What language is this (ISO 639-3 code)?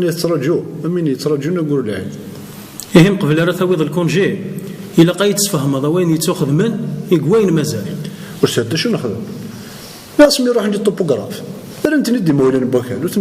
kab